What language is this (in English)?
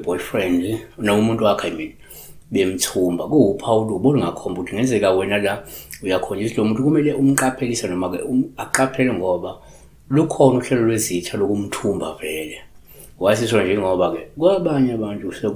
Zulu